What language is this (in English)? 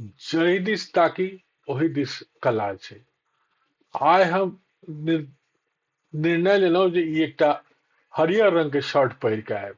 Maithili